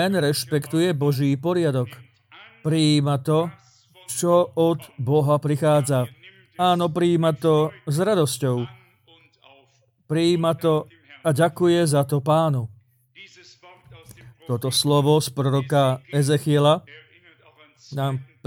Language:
Slovak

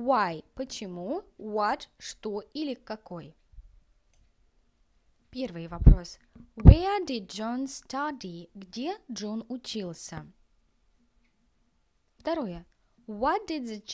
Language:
Russian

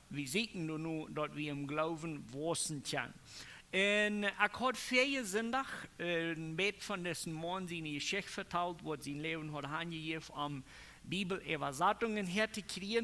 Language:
Plautdietsch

